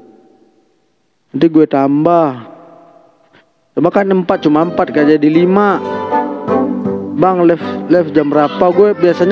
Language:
Indonesian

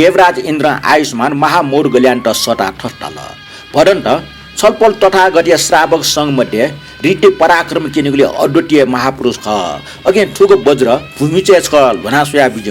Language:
Newari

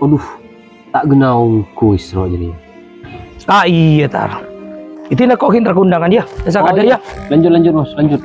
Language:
Madurese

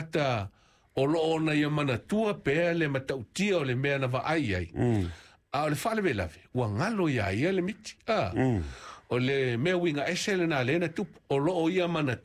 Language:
Samoan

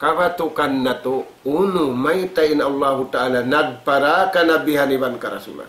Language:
Tausug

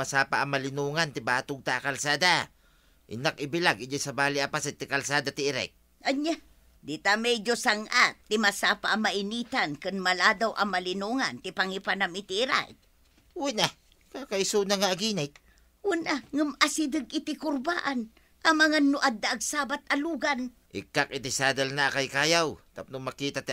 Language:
Iloko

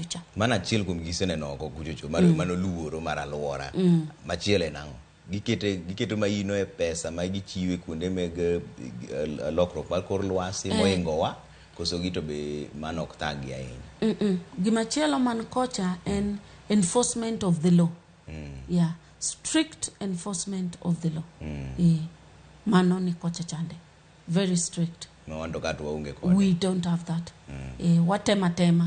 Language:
Luo (Kenya and Tanzania)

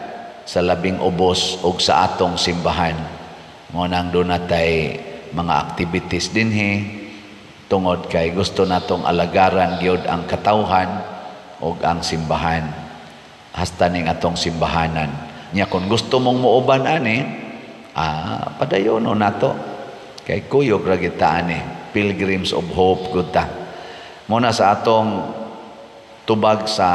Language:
Cebuano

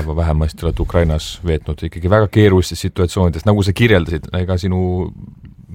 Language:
Estonian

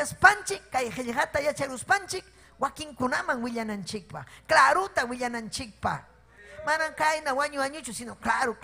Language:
Ayacucho Quechua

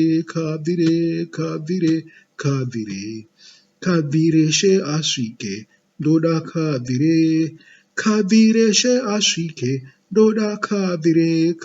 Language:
Shona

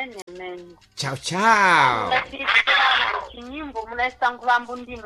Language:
Sena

